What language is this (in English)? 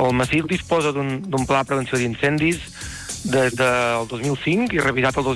Catalan